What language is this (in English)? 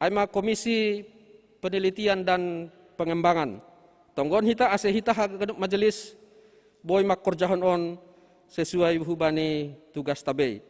Batak Simalungun